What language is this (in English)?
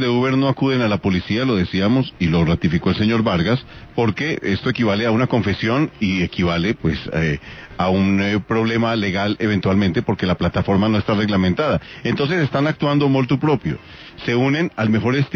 Spanish